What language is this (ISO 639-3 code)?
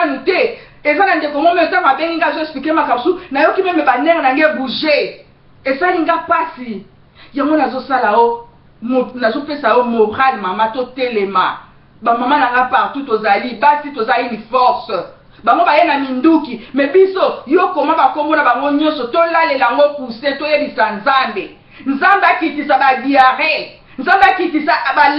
lin